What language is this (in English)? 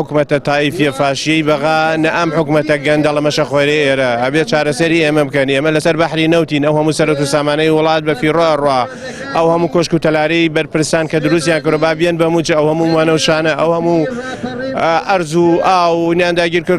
Central Kurdish